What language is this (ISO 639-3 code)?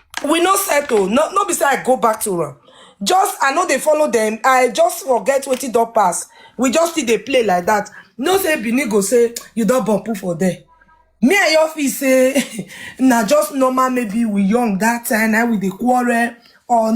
pcm